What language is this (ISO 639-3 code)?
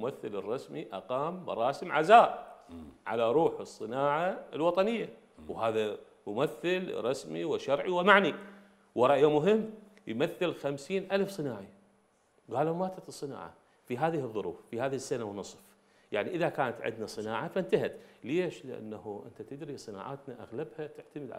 acm